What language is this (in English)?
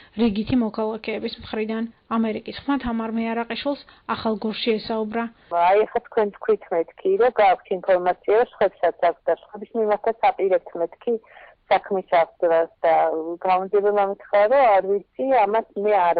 Georgian